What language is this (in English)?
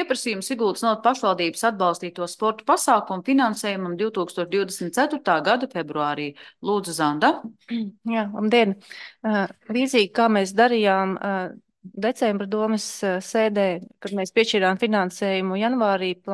Latvian